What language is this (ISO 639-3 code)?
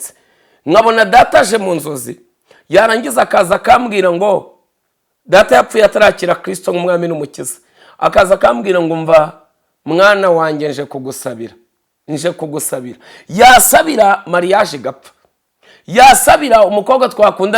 kin